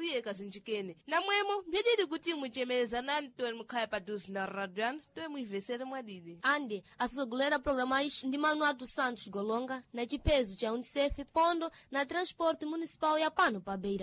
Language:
Sena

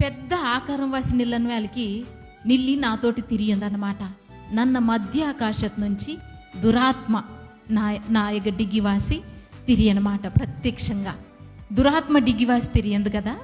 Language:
Koya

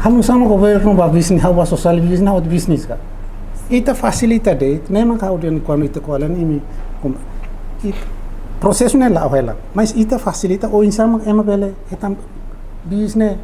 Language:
Tetum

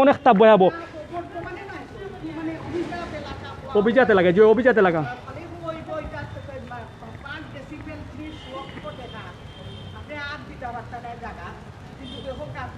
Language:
Sylheti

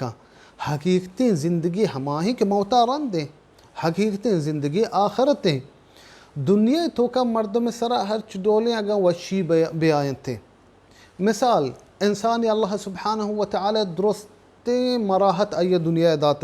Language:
Baluchi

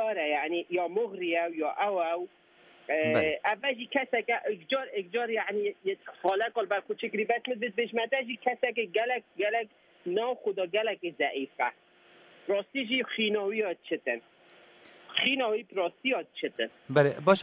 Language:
Kurdish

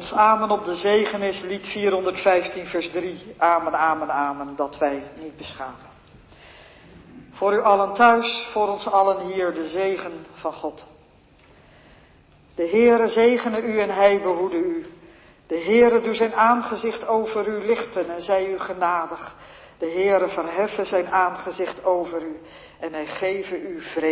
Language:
Dutch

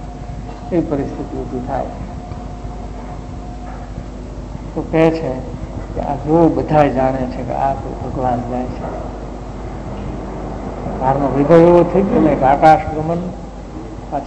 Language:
Gujarati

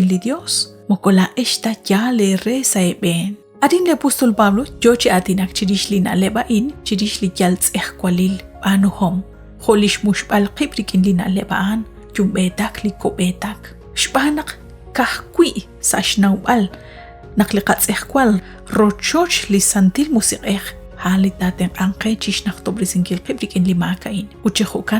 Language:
Kekchí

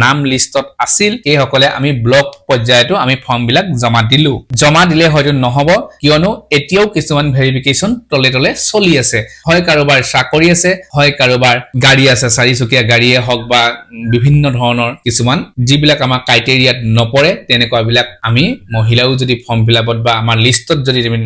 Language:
Assamese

